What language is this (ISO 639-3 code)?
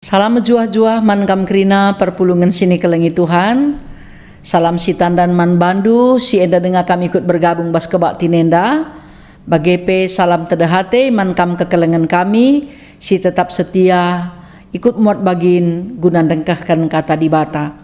btx